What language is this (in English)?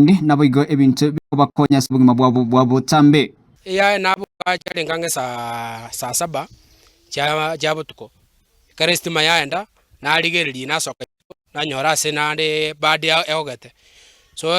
Gusii